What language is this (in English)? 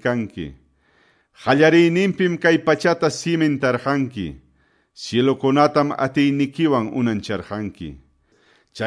Quechua